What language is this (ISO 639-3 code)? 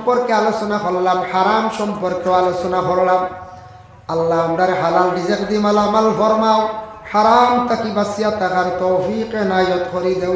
syl